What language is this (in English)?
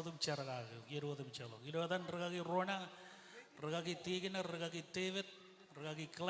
Marshallese